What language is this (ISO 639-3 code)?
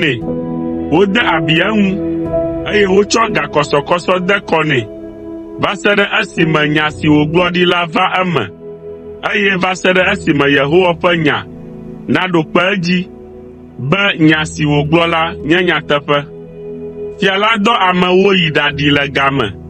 ewe